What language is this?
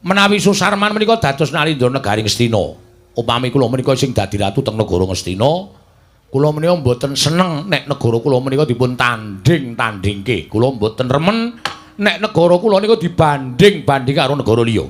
Javanese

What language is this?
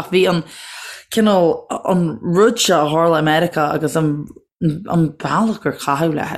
Irish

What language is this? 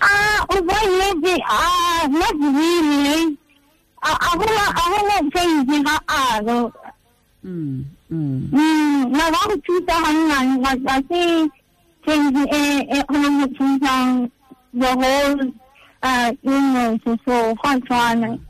Tswana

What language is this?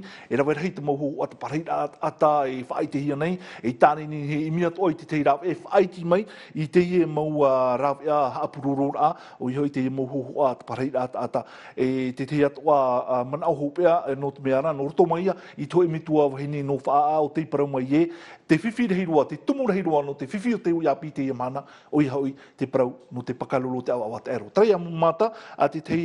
Tahitian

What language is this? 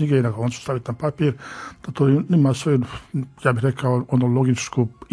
Croatian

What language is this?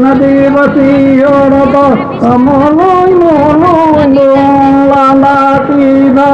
Santali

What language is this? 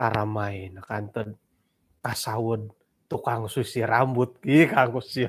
Central Dusun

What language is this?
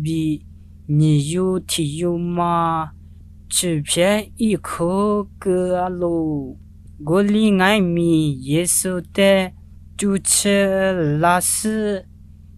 Lisu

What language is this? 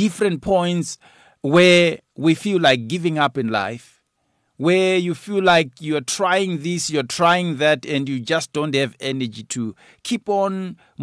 English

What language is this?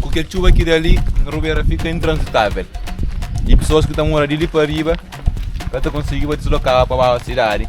Kabuverdianu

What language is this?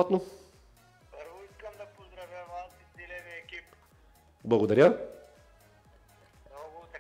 Bulgarian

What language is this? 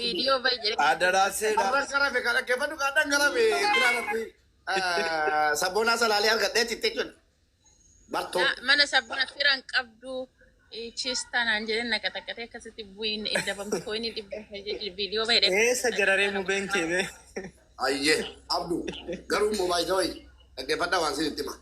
Oromo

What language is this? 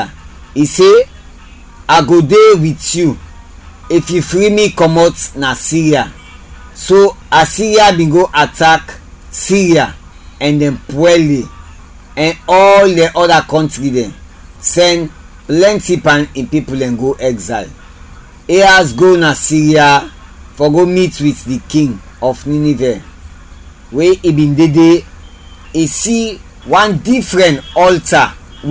Krio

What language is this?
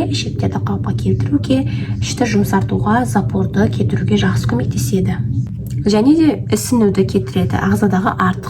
Kazakh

